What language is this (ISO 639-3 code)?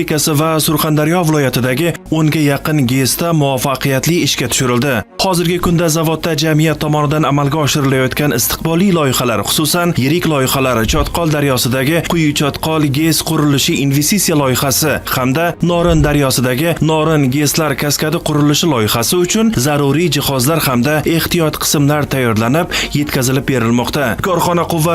uzb